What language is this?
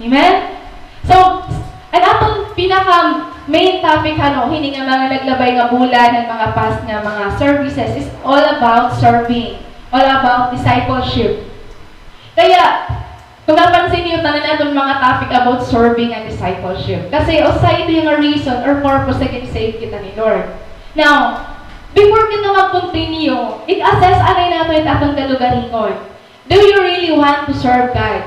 Waray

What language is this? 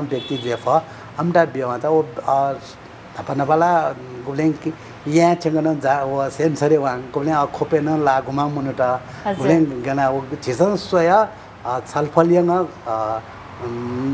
Newari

